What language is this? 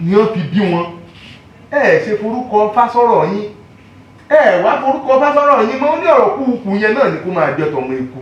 Yoruba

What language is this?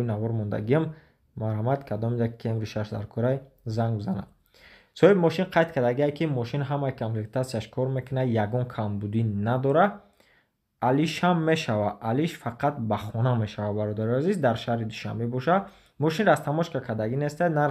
Tajik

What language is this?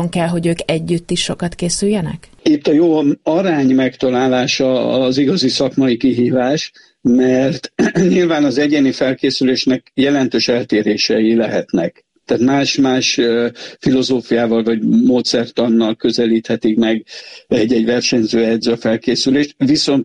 Hungarian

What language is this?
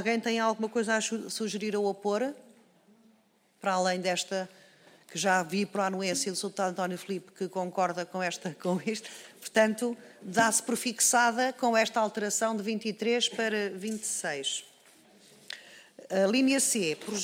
Portuguese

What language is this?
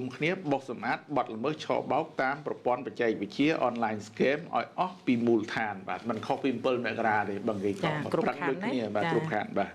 Khmer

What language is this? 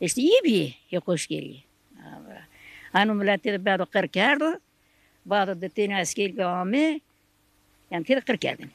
Zaza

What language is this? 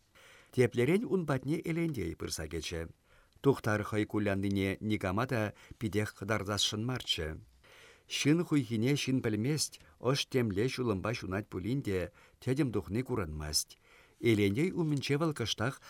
Chuvash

